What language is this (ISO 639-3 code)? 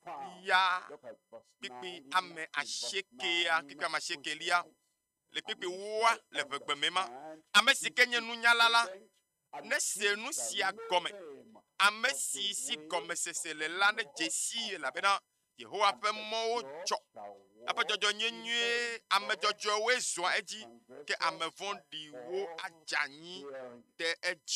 ewe